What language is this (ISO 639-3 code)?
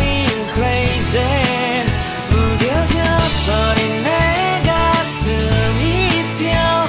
kor